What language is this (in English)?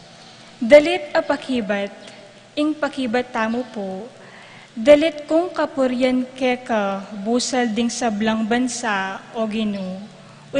Pampanga